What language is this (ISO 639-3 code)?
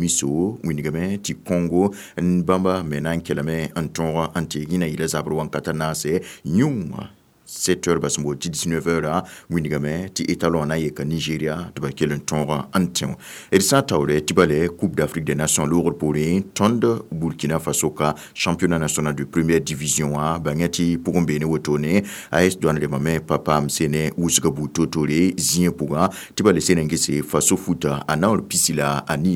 mos